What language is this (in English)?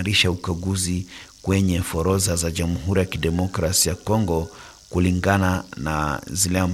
Swahili